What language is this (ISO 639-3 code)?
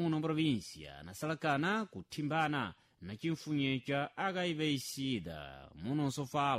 seh